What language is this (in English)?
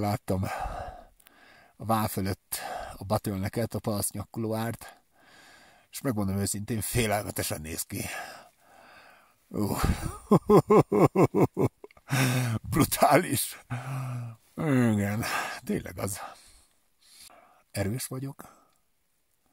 Hungarian